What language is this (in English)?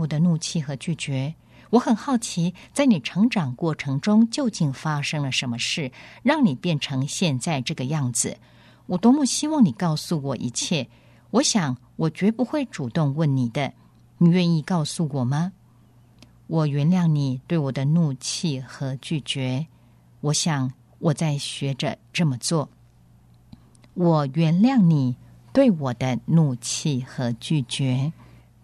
Chinese